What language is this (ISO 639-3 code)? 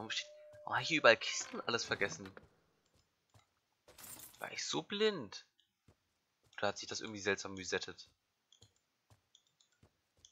deu